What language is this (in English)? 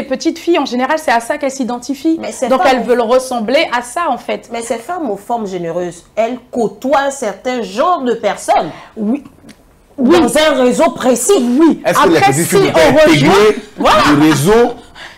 French